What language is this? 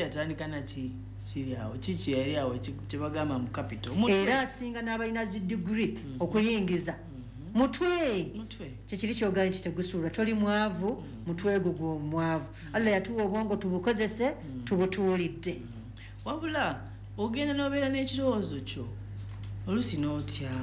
Ganda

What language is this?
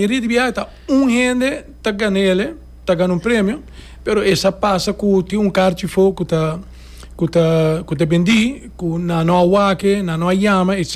Papiamento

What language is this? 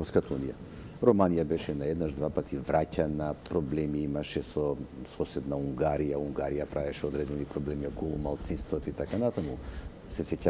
Macedonian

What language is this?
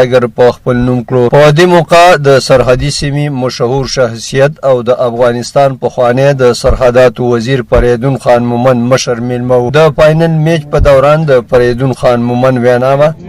Pashto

